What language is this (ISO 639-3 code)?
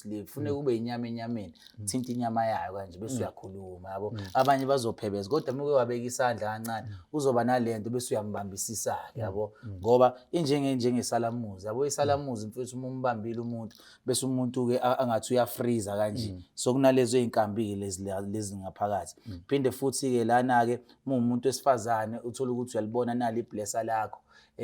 zul